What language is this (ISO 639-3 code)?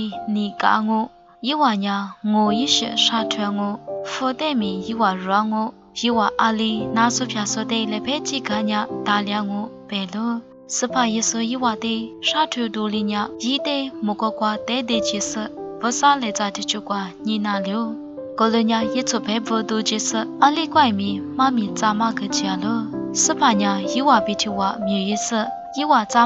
lis